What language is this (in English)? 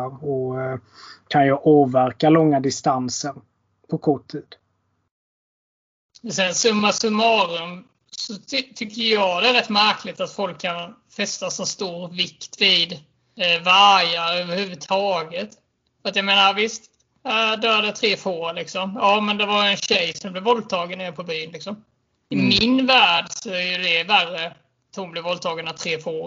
Swedish